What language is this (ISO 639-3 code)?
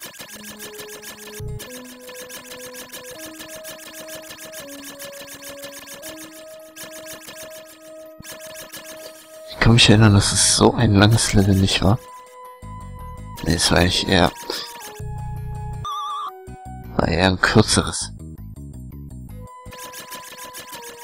deu